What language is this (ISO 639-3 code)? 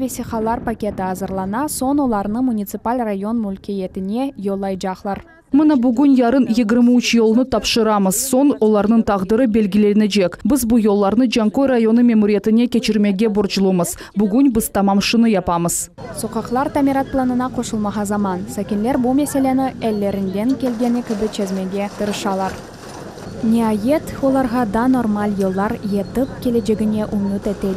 crh